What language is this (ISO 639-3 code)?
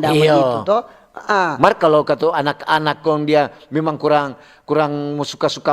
xmm